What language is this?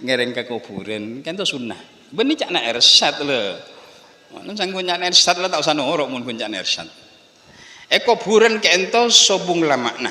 Madurese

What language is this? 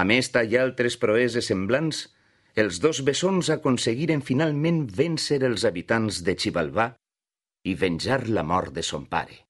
Catalan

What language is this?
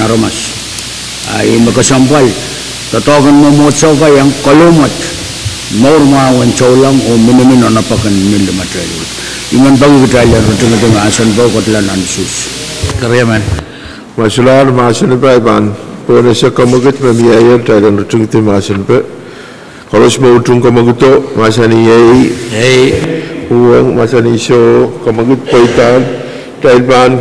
Pohnpeian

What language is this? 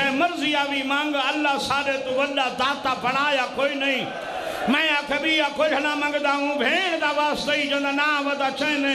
Saraiki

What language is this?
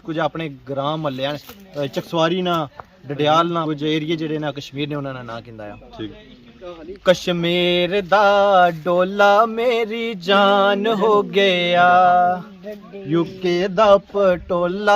Pahari-Potwari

